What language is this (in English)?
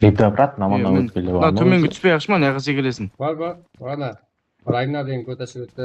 Kara-Kalpak